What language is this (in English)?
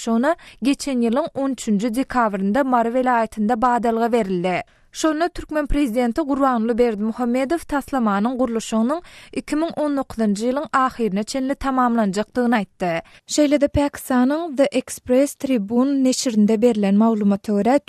Turkmen